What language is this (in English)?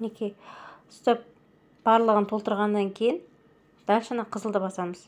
Kazakh